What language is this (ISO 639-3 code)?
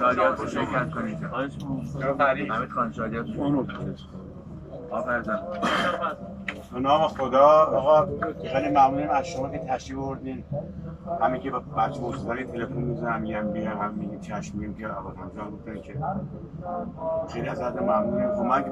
fas